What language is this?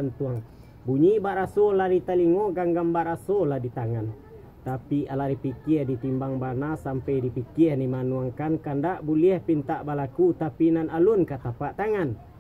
Minangkabau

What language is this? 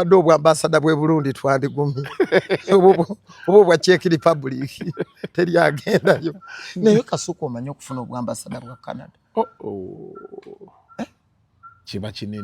Ganda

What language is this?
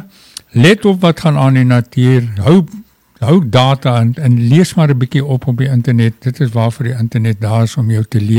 Afrikaans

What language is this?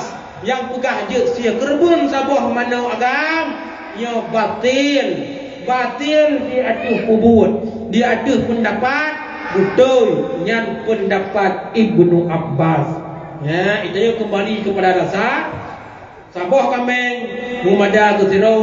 Achinese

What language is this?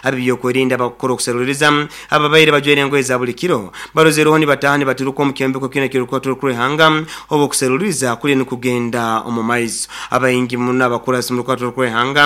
Nyoro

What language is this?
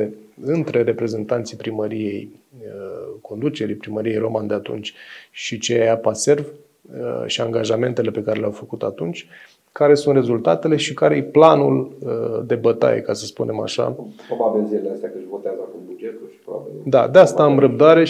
Romanian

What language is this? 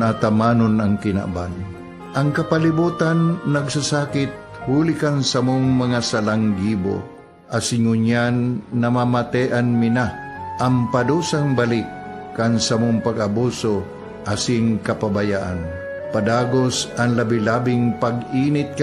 Bikol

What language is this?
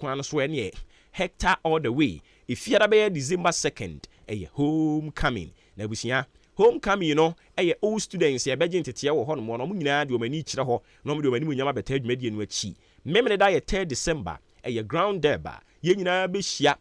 Akan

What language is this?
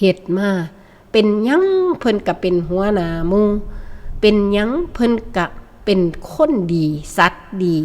Northeastern Thai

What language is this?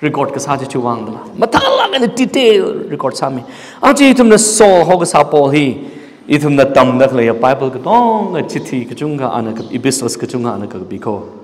Tangkhul Naga (India)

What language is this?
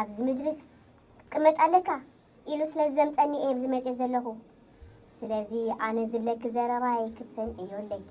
Tigrinya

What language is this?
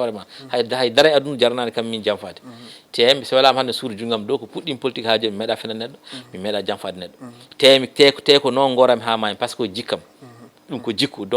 Fula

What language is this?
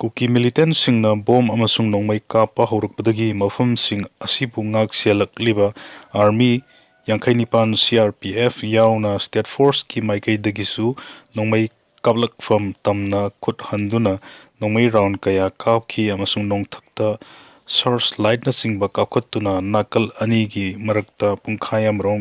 Manipuri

